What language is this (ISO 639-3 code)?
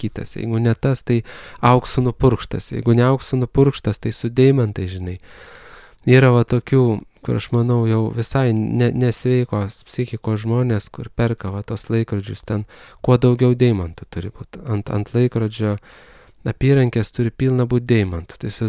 lit